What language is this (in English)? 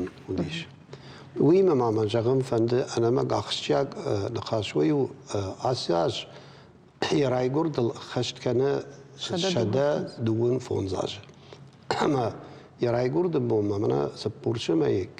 Ossetic